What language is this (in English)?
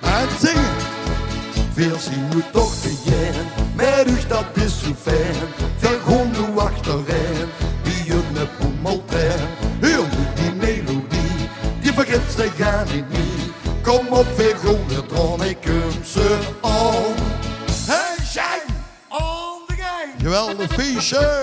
Limburgish